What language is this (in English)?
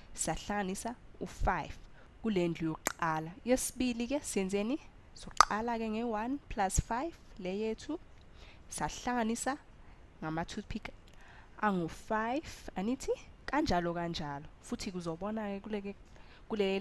Zulu